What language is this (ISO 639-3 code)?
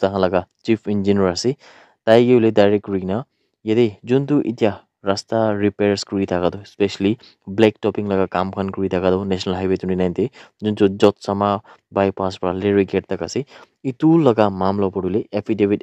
nag